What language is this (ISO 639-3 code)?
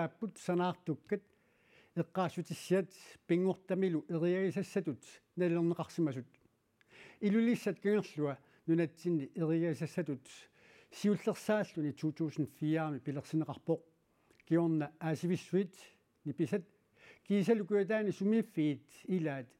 kal